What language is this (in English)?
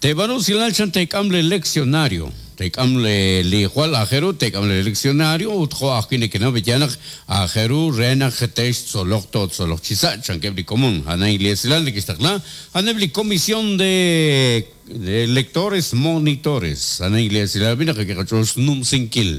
Kekchí